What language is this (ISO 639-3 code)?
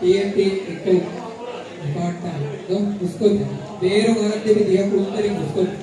div